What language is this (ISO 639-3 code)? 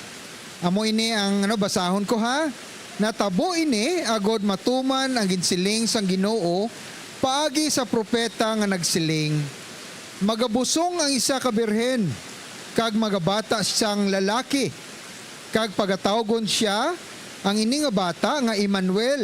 hil